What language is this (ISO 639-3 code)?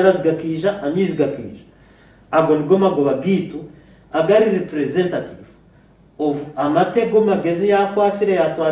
nyn